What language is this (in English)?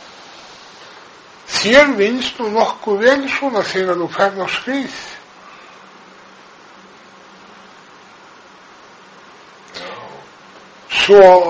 Icelandic